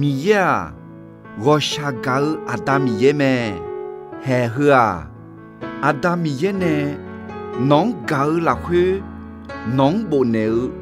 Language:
Akha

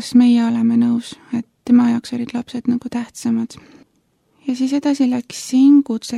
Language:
Estonian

